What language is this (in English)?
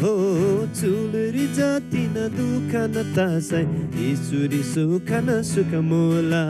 Eastern Tamang